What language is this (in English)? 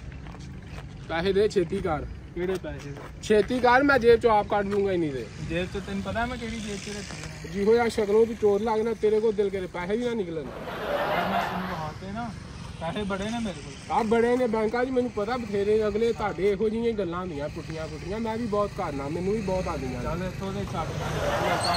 Punjabi